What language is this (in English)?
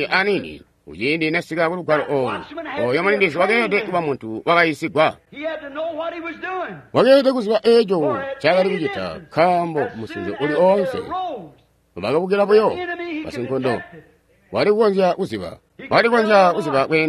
Tonga (Zambia)